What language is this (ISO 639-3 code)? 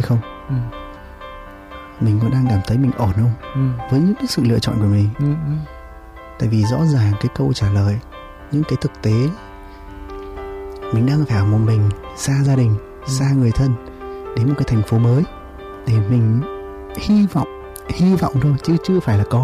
vie